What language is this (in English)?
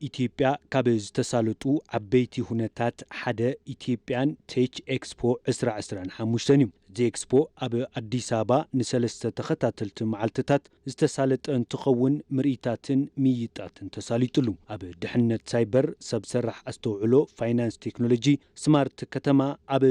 Tigrinya